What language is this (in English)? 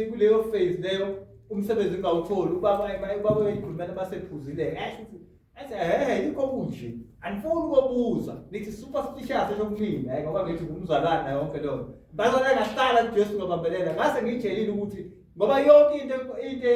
Zulu